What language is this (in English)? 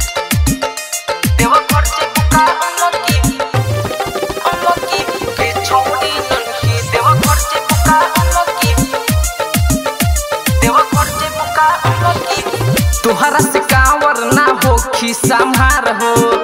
Bhojpuri